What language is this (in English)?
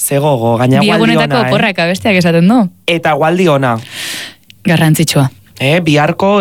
Basque